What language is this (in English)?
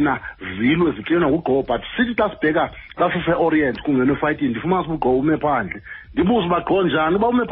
Xhosa